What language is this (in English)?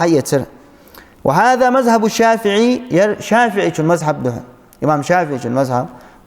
Ingush